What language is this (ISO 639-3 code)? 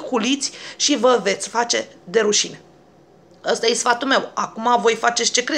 ron